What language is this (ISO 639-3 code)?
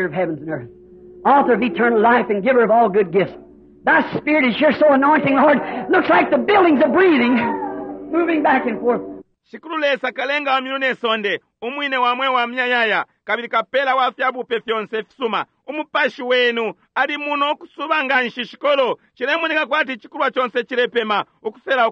bem